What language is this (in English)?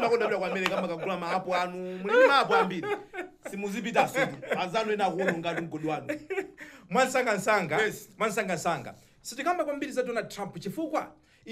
Nyanja